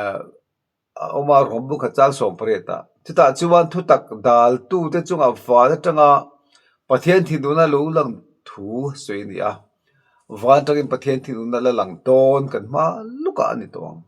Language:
Mizo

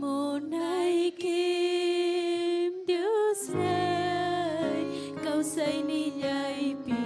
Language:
Ayacucho Quechua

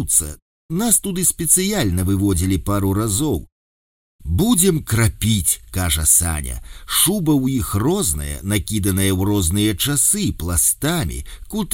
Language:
Belarusian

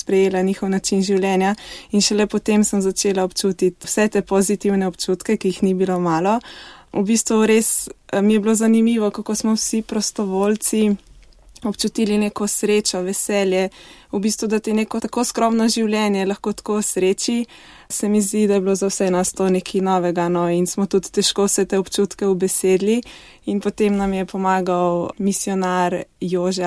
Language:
Slovenian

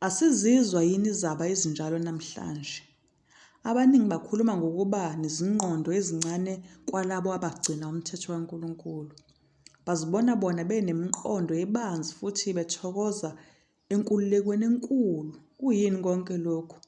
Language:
Zulu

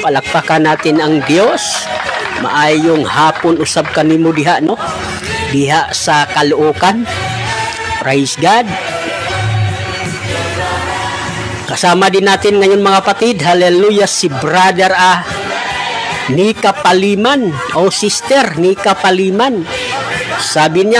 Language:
Filipino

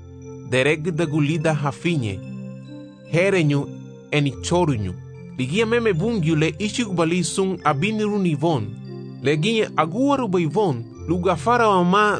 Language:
Garifuna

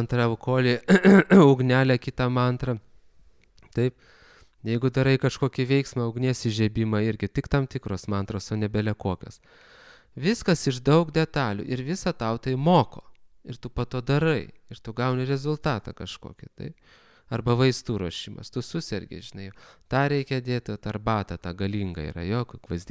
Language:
Lithuanian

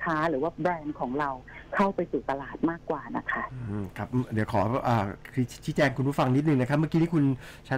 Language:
Thai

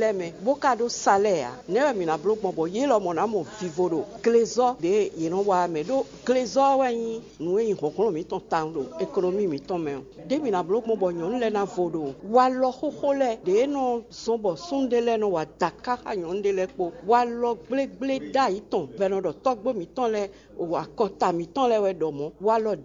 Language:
Fon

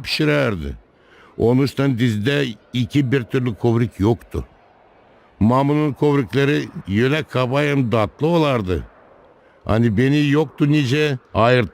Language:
Gagauz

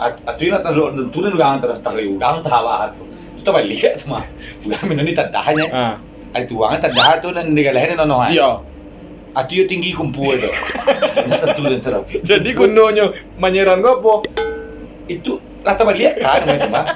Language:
Minangkabau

